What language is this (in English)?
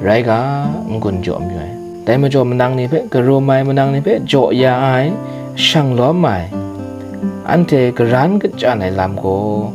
Kachin